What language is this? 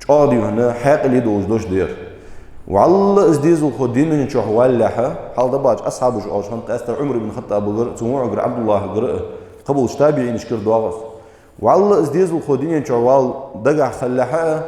Ingush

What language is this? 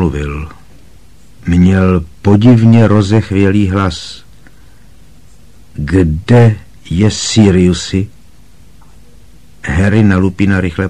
Czech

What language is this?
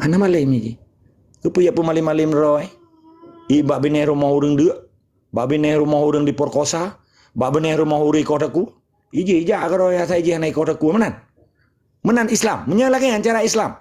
Achinese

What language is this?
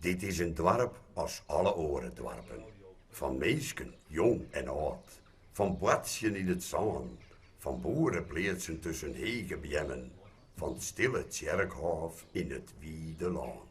Western Frisian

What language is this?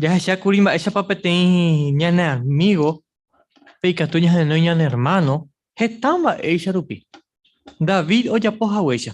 Guarani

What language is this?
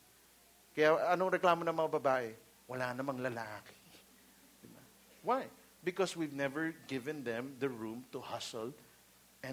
Filipino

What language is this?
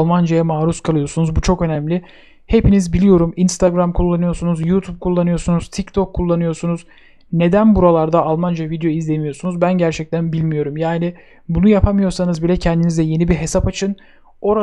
Turkish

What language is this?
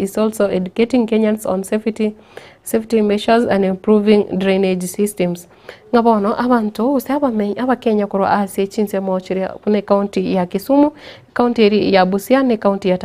Gusii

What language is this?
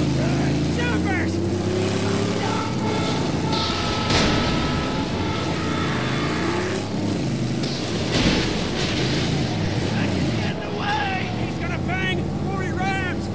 English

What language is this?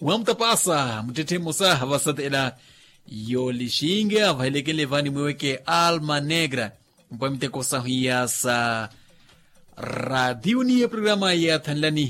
Makhuwa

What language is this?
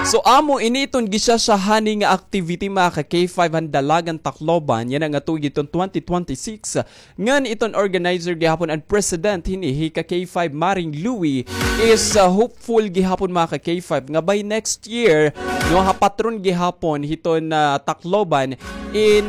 Waray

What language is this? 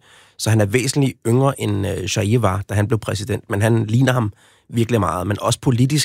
Danish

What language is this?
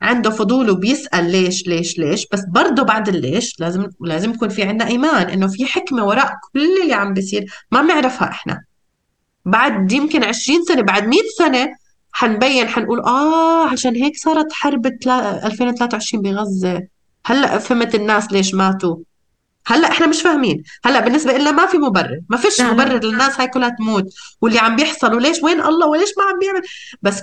North Levantine Arabic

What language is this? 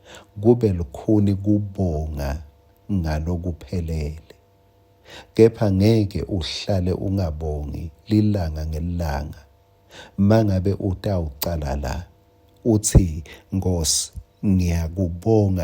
Swati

